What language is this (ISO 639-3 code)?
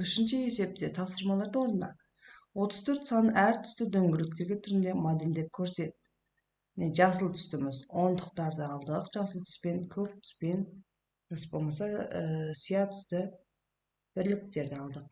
kaz